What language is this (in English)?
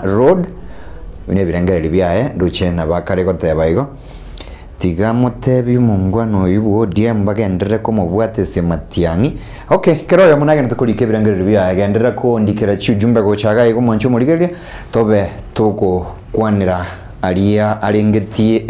Gusii